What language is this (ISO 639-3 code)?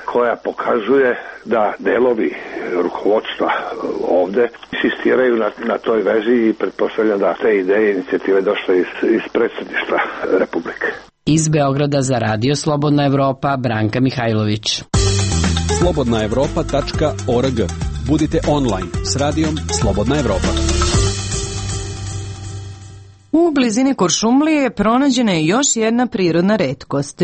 srp